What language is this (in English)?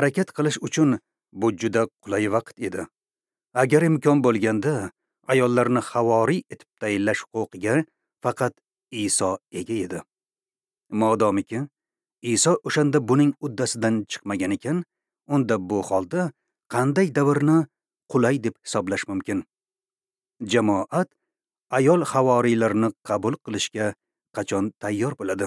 Uzbek